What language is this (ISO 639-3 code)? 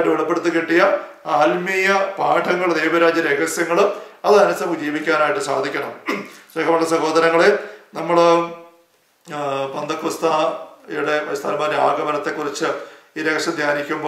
mal